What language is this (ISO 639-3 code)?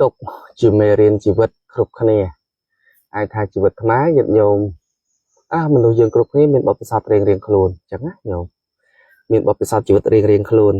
khm